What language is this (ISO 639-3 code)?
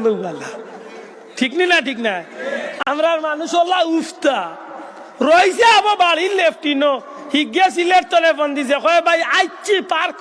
syl